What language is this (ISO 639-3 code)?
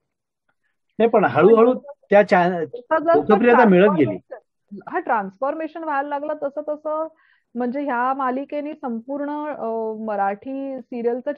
mar